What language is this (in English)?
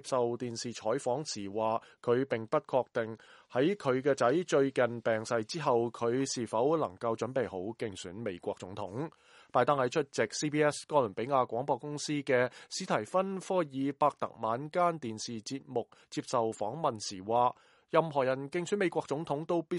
Cantonese